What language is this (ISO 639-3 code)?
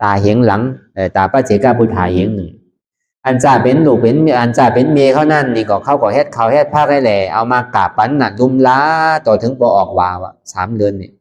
shn